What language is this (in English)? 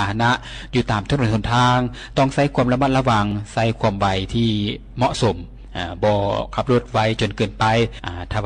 Lao